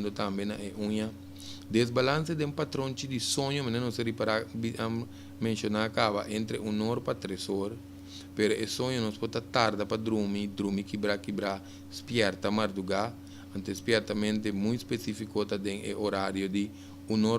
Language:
Papiamento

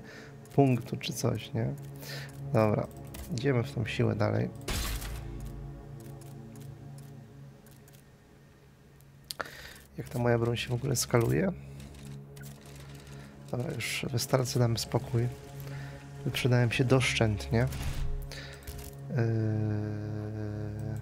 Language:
Polish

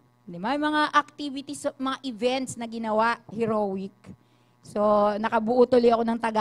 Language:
Filipino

